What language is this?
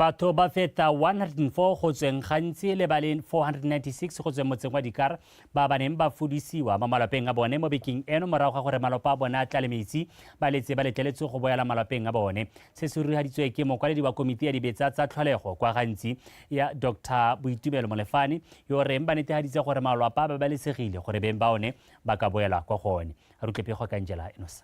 Tswana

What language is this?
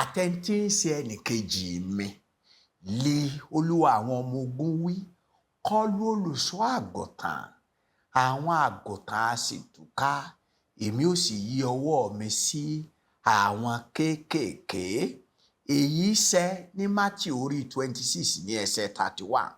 Yoruba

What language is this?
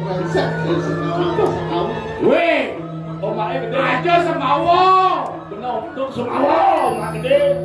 Balinese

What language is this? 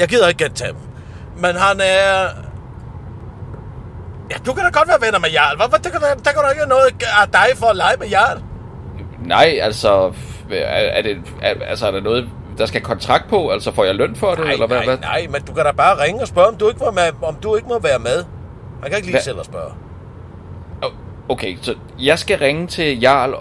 Danish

